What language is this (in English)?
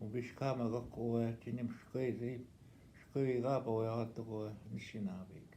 Northwestern Ojibwa